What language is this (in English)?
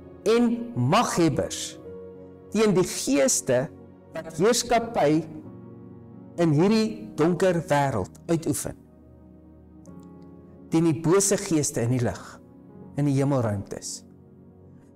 Afrikaans